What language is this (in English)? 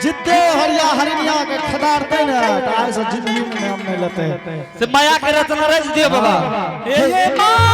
Angika